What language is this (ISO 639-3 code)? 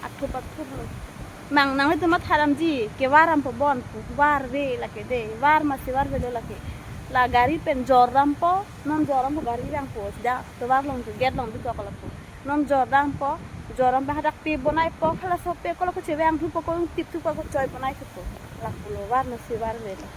mjw